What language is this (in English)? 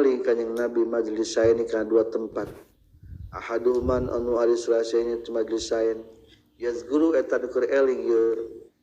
Sundanese